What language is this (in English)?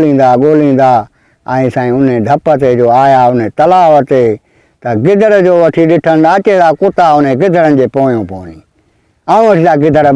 Sindhi